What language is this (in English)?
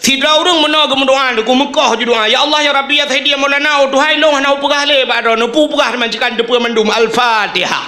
Achinese